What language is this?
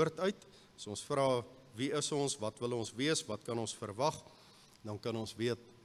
Afrikaans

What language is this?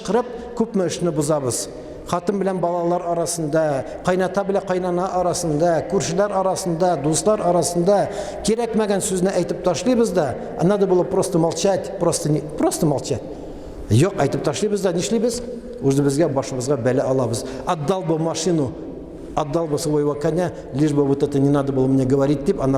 Tatar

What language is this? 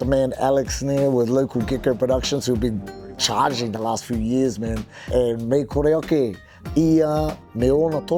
Māori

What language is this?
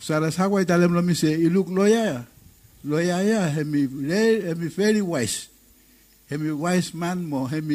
Bislama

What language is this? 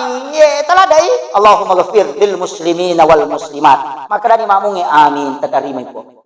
Buginese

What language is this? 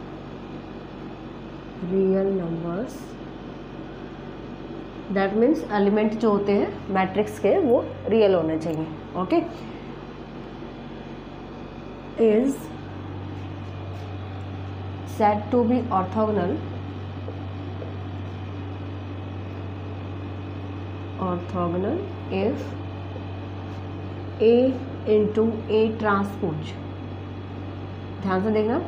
Hindi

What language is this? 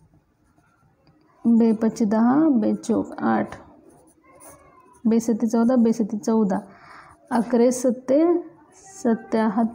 Marathi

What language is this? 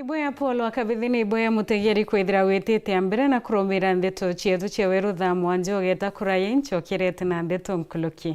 Meru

